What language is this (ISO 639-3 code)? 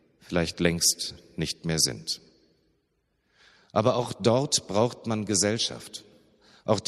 deu